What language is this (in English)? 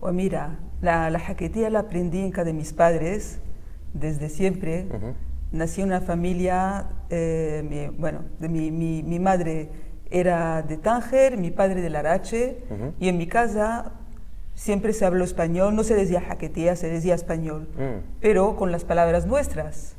Ladino